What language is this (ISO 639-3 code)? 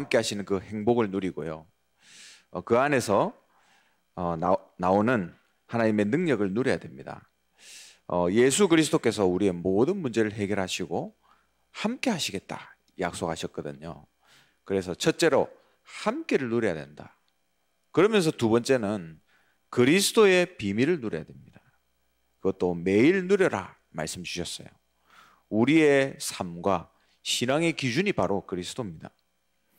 kor